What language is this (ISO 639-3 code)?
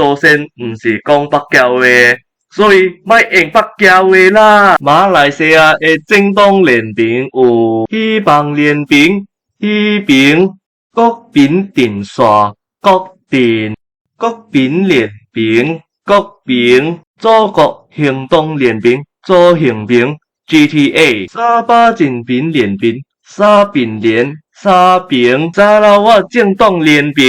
nan